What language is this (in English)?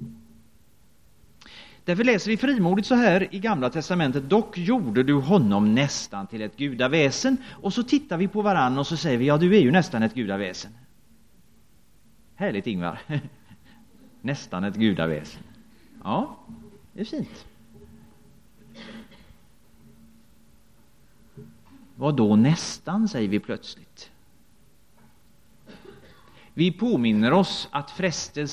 Swedish